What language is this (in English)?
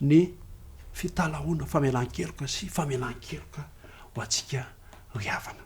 Malagasy